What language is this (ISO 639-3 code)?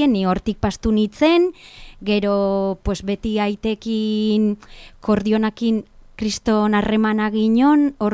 eus